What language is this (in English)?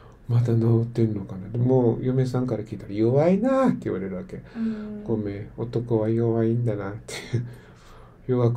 Japanese